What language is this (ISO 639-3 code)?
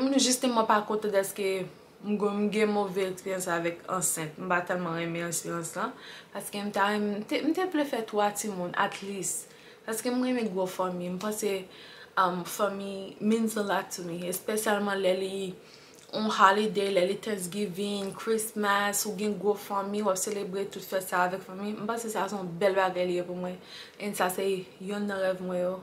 hat